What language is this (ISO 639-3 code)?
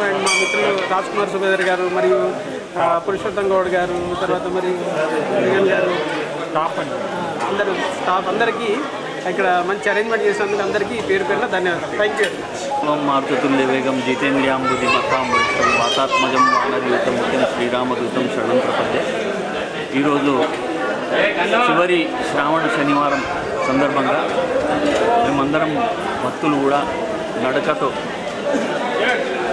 tel